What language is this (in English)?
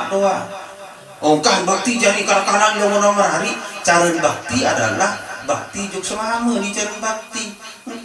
Sasak